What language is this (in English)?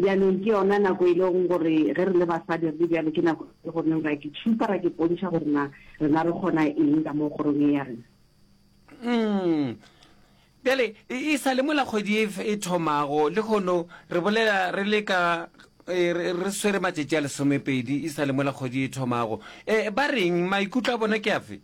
Northern Sotho